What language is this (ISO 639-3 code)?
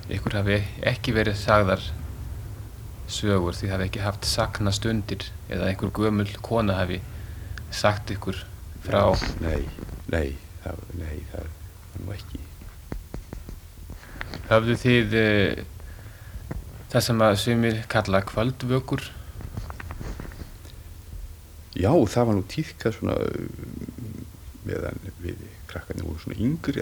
isl